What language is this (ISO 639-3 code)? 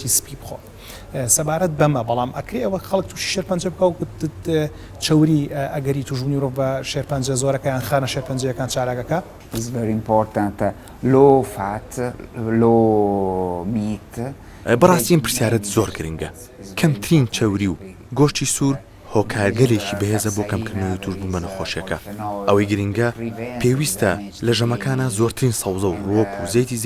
ckb